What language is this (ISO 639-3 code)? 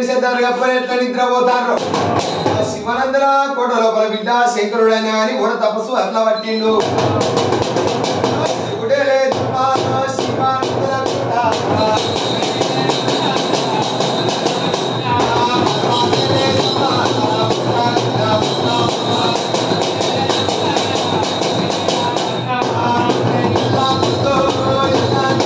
tel